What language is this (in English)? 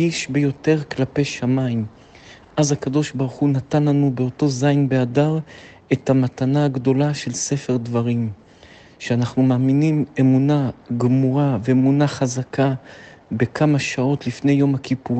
Hebrew